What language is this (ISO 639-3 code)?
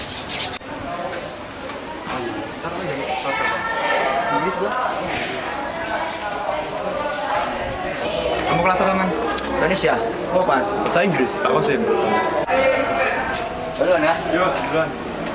ind